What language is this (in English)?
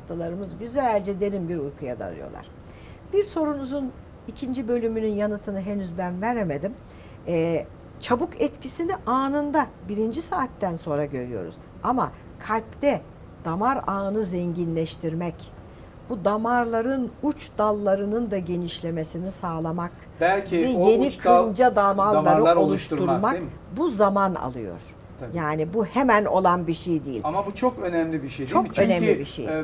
Turkish